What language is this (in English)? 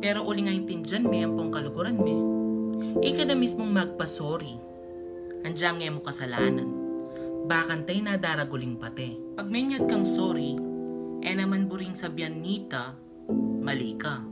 Pampanga